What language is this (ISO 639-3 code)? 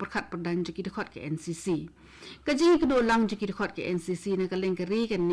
kha